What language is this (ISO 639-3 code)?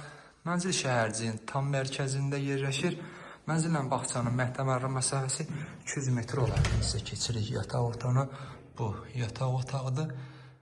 aze